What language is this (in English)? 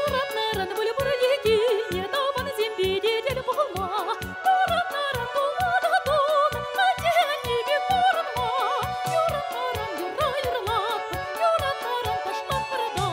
Chuvash